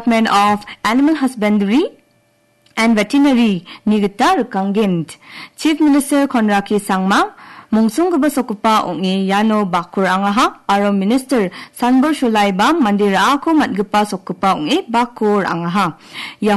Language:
Garo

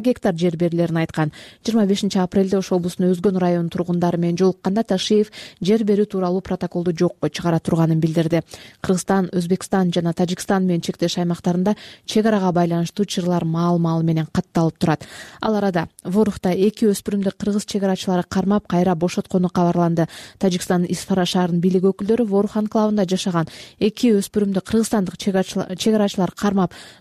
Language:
Kyrgyz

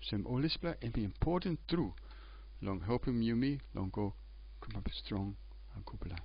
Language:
Tok Pisin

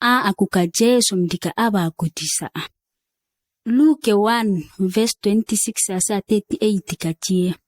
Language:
ǁGana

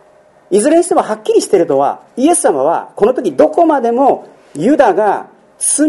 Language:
Japanese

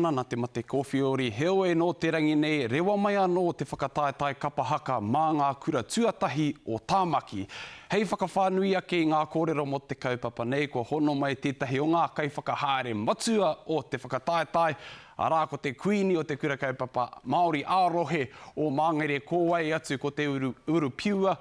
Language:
Māori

